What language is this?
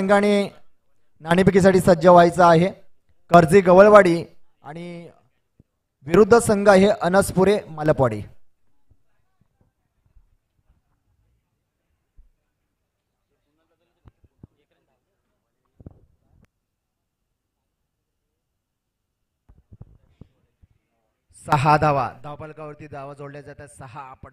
Marathi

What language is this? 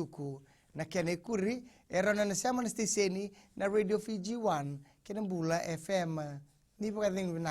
Fijian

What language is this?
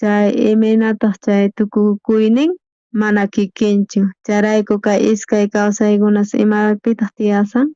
South Bolivian Quechua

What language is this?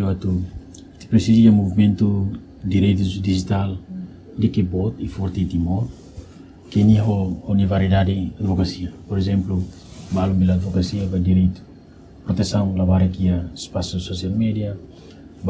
Tetum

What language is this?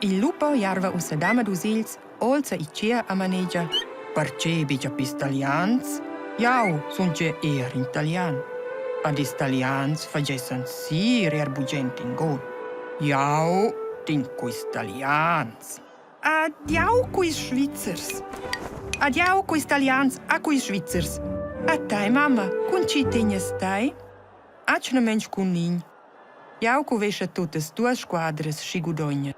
Romansh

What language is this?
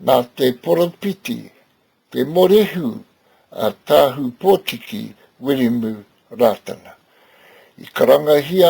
Māori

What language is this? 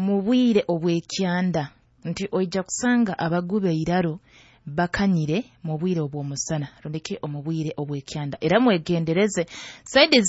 Nyankole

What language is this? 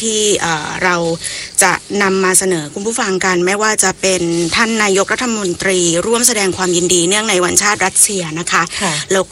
Thai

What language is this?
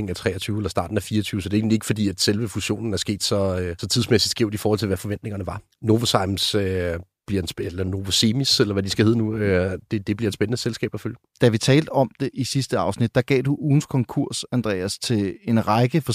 Danish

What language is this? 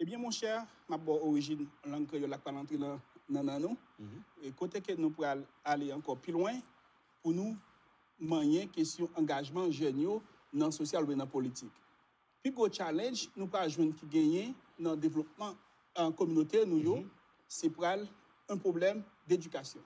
Haitian Creole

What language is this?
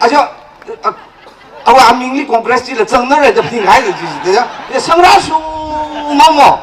Tangkhul Naga (India)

